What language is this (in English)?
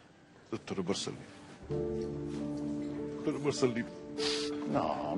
Italian